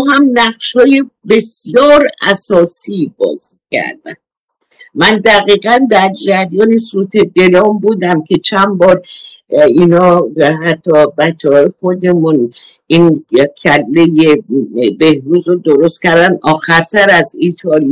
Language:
Persian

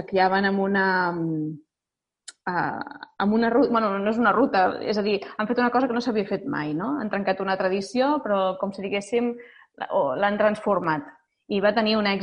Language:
Catalan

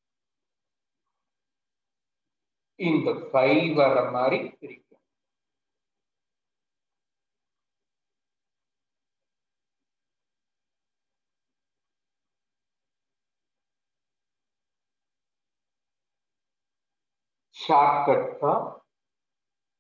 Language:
Tamil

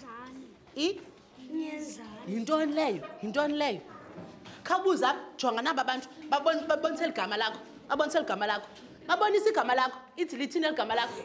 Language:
Xhosa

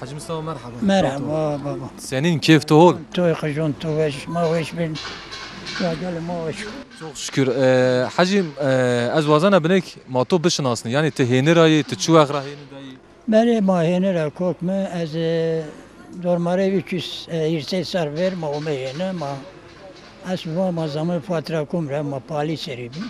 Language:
Zaza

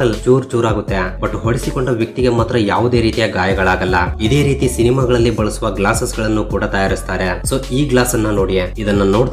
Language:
Kannada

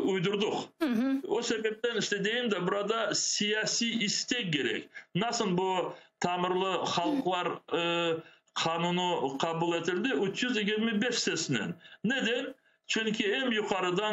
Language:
Crimean Tatar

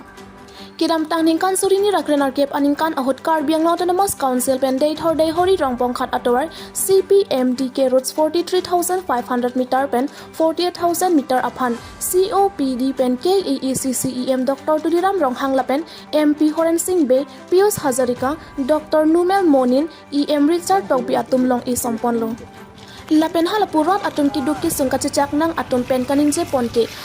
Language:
Karbi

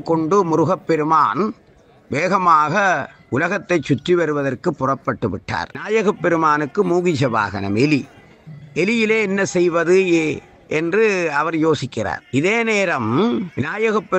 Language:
Tamil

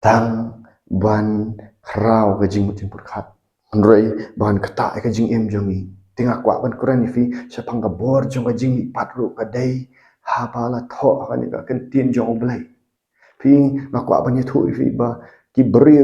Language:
Khasi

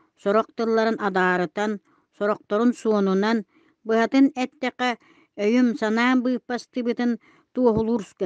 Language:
Yakut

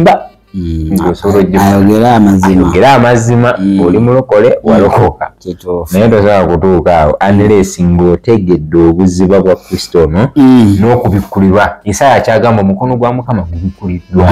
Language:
Ganda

